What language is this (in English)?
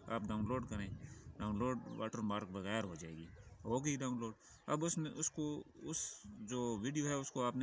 Hindi